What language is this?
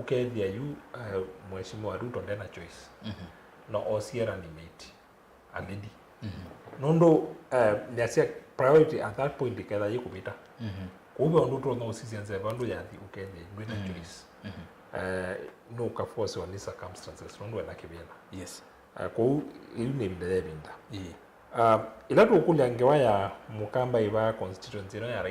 Kamba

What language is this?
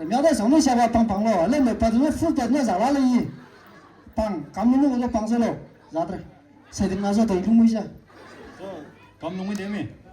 Maram Naga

